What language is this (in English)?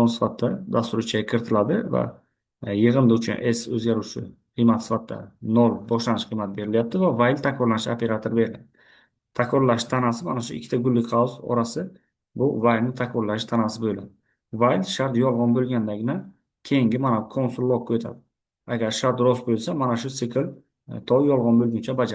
Uzbek